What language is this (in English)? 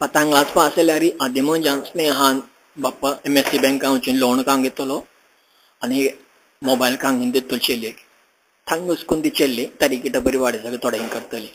Konkani